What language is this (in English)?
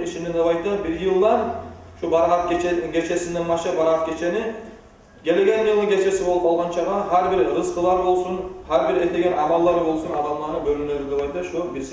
Kumyk